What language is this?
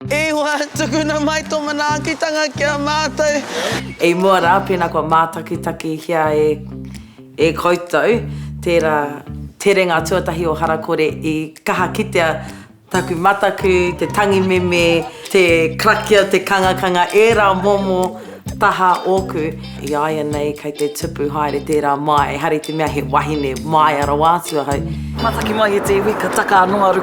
Māori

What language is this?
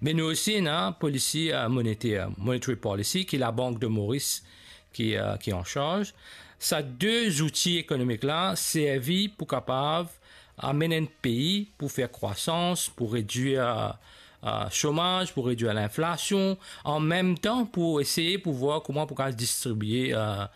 Morisyen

